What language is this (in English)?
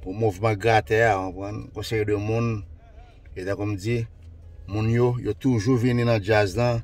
Haitian Creole